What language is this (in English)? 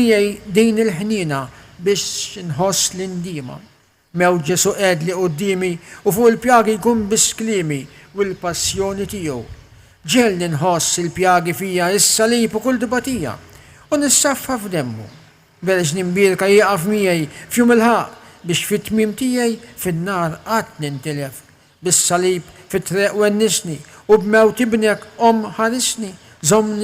Maltese